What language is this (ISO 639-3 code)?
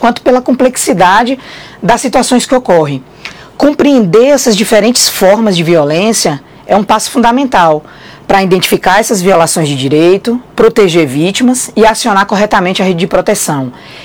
por